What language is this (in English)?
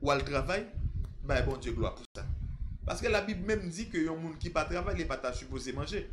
Haitian Creole